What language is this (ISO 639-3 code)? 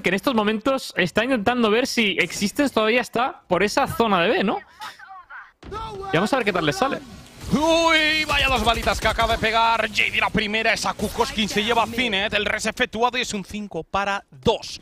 spa